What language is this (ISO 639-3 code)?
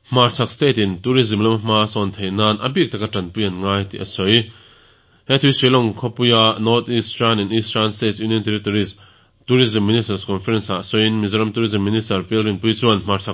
lus